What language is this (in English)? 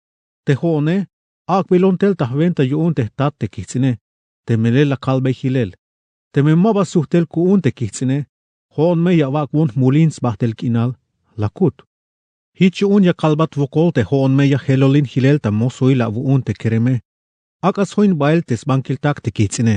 Tzeltal